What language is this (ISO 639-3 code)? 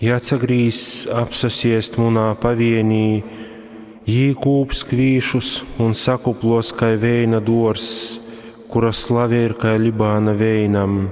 ltg